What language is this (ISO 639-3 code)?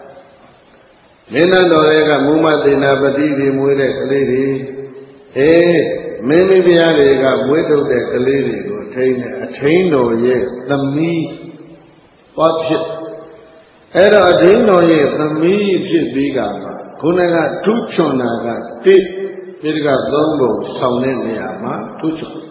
mya